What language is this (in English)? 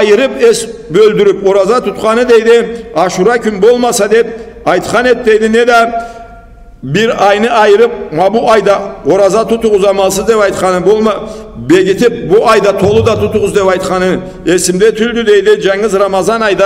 Karachay-Balkar